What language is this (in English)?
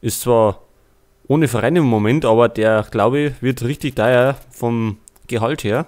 Bavarian